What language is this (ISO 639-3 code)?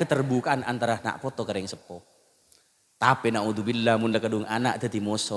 mad